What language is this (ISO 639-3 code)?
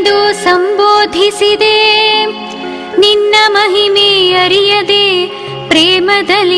kan